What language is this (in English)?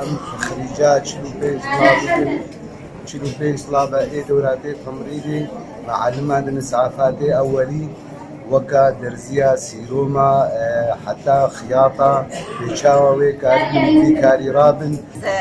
Kurdish